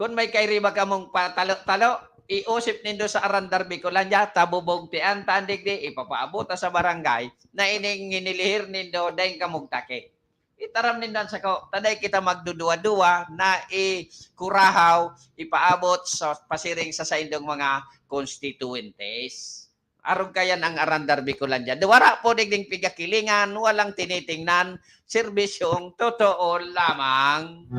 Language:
Bikol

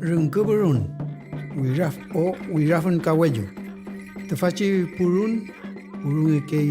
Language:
Mapuche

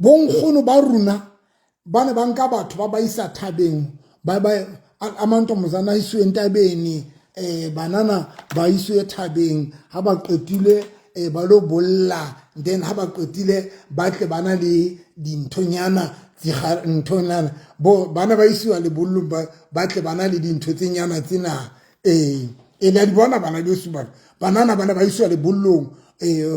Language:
Southern Sotho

